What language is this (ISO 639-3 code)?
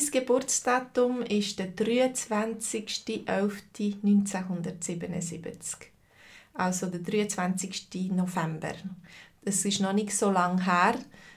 gsw